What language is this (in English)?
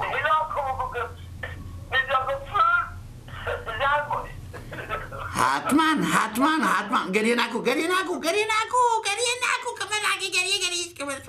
Persian